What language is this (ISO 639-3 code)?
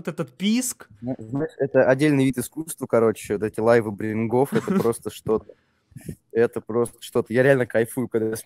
rus